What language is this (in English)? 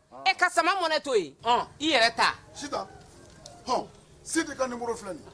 Bambara